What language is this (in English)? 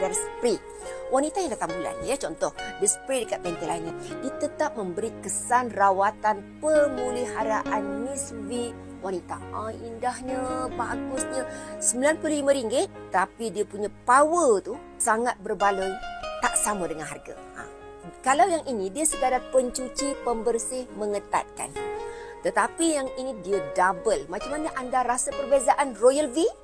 Malay